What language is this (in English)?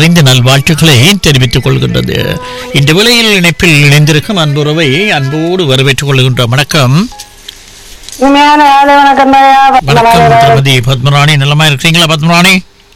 Tamil